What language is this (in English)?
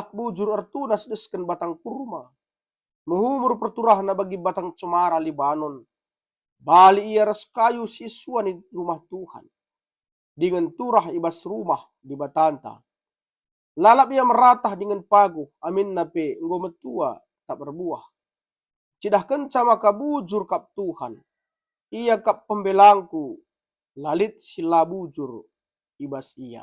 Batak Karo